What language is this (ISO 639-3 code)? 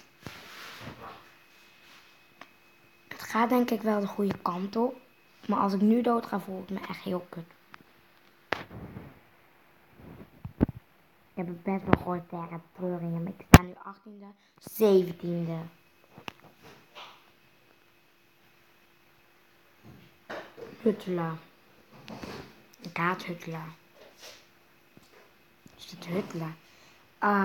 nld